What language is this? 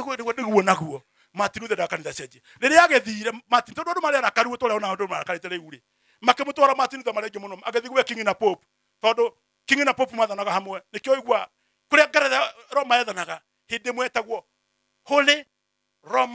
Kikuyu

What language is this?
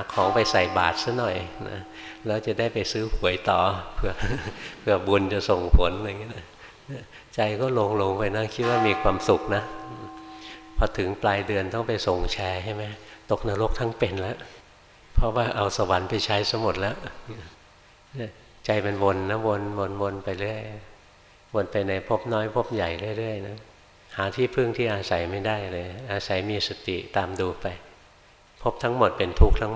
Thai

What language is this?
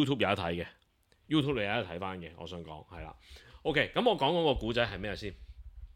Cantonese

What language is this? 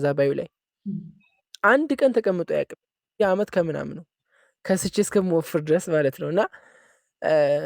Amharic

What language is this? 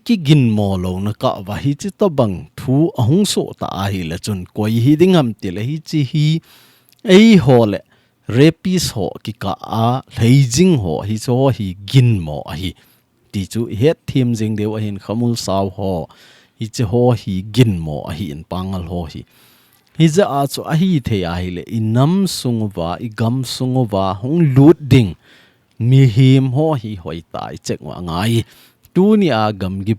Thado Chin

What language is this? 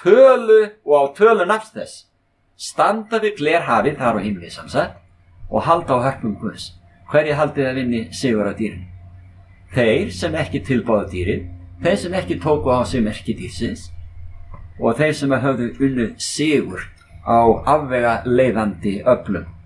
Icelandic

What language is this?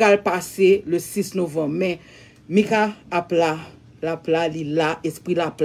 Haitian Creole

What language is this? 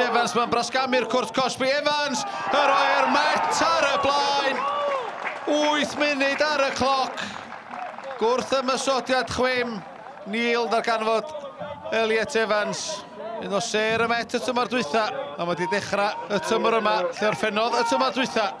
Welsh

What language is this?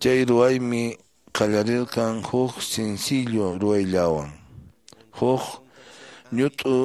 Quechua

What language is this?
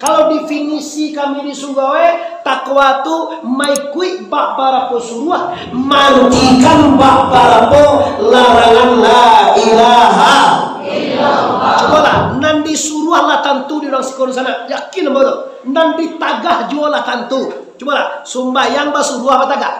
Minangkabau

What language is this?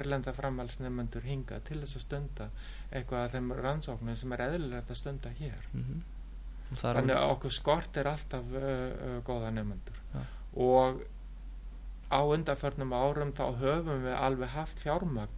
Icelandic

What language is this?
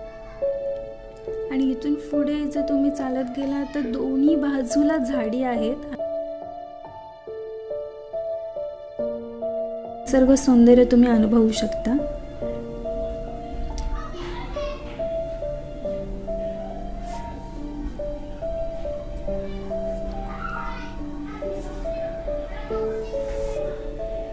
Marathi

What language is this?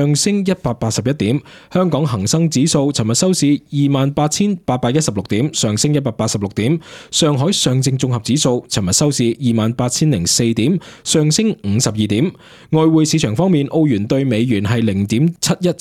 Cantonese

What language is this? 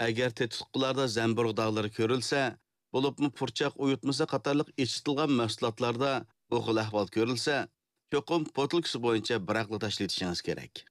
Uyghur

